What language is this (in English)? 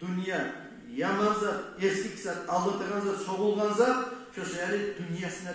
Kumyk